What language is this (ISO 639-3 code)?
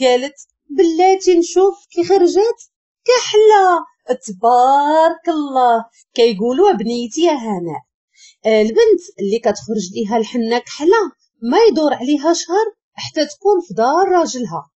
ary